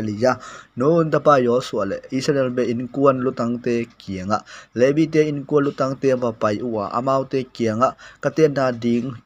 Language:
Tedim Chin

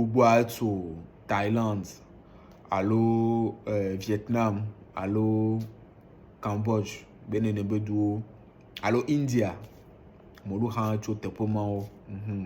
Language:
Ewe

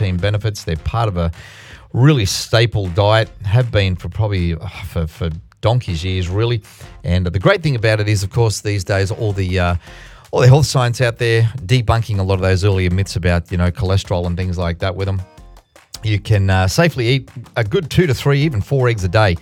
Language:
English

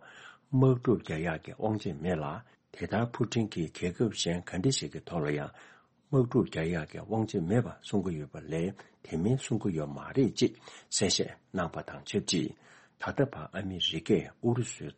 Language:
Tibetan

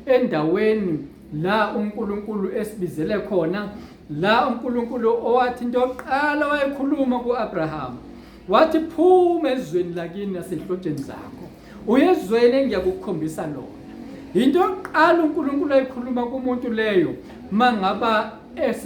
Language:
Zulu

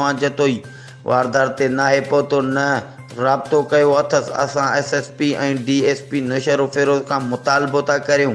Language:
Sindhi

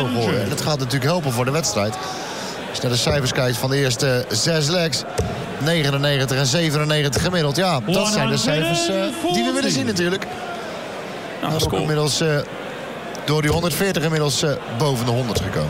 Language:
Dutch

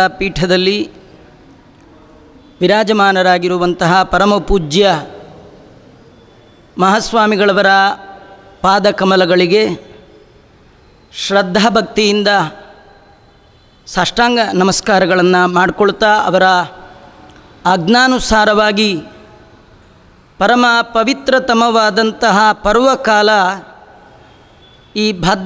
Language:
Kannada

